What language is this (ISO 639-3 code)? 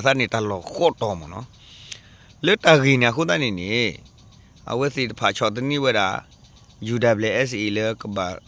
ksw